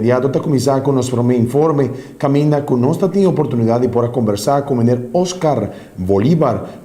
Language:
Papiamento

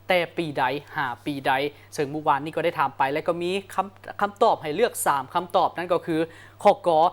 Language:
Lao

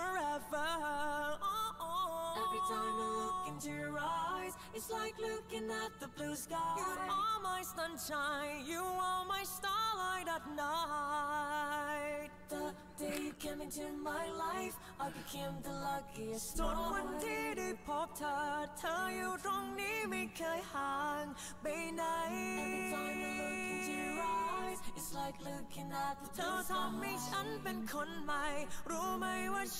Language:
Thai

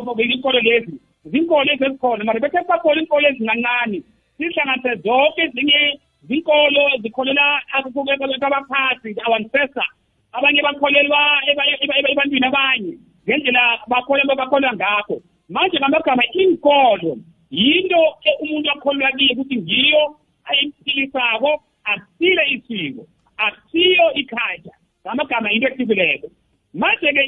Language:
South Ndebele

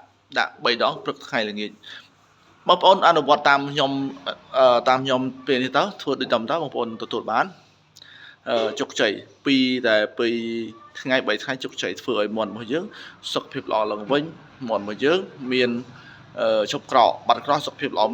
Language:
Khmer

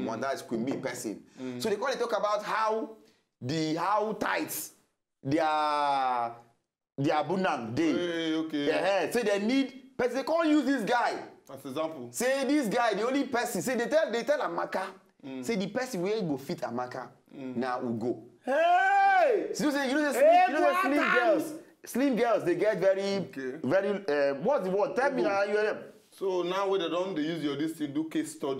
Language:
Nigerian Pidgin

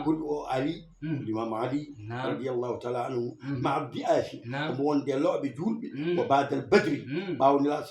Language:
Fula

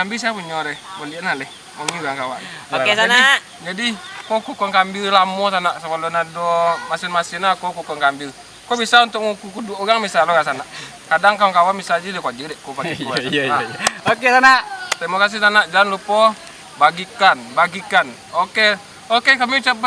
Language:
Minangkabau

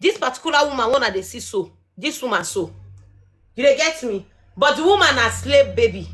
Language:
Nigerian Pidgin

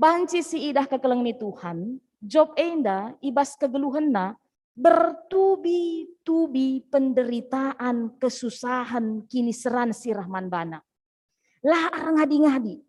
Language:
Batak Karo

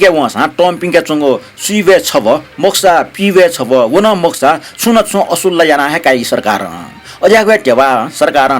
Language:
Newari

